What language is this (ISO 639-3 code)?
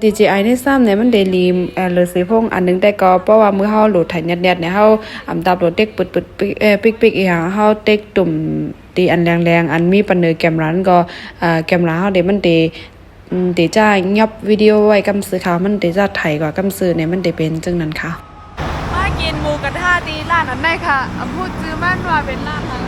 shn